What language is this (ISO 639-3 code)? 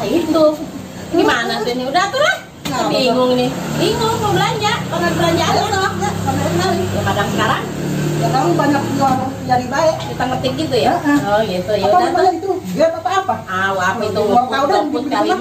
bew